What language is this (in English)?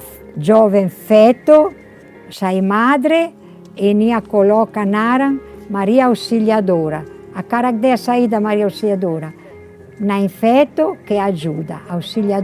Tetum